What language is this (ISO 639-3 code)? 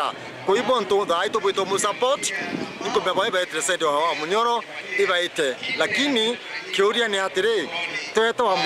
mer